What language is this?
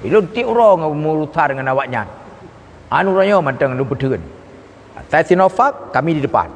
Achinese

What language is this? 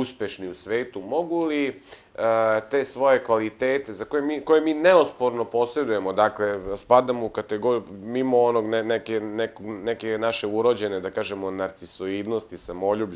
Serbian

